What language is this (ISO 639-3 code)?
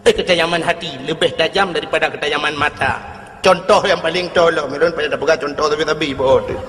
ace